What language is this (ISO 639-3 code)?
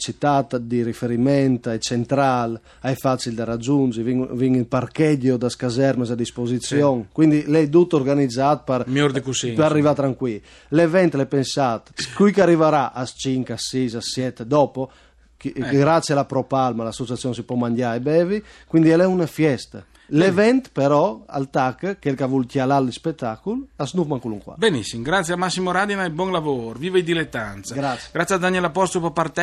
fur